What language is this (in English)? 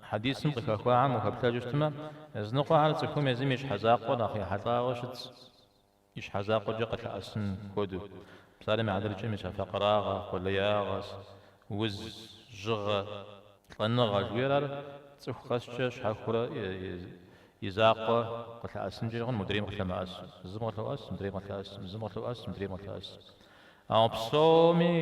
Kabardian